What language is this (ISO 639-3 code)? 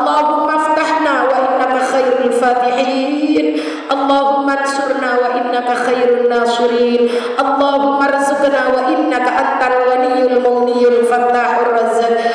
mad